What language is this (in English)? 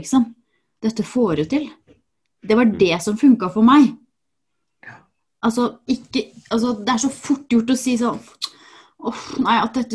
Norwegian